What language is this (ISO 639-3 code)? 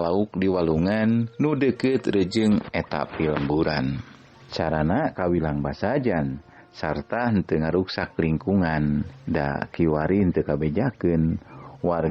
sun